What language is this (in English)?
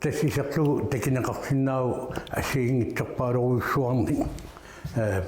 Kalaallisut